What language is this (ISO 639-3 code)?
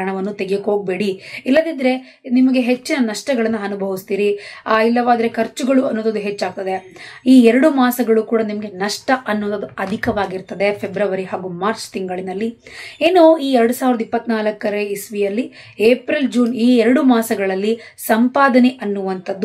kan